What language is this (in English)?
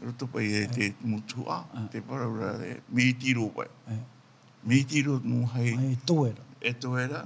Tahitian